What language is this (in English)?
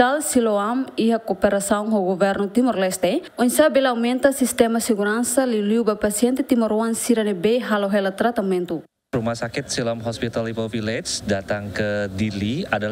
Tetum